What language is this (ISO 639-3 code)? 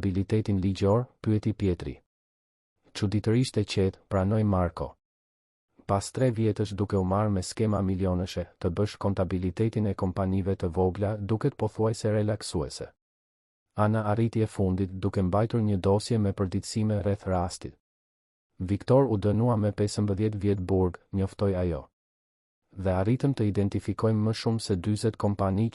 sqi